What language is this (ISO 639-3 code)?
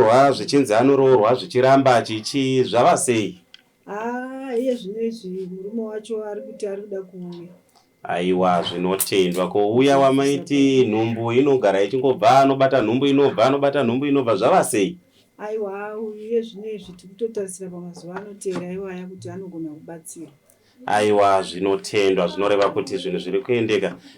sna